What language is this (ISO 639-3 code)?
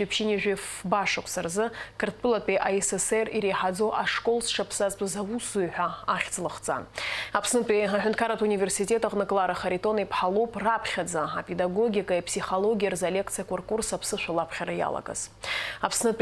abk